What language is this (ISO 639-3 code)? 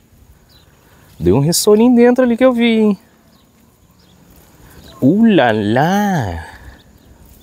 por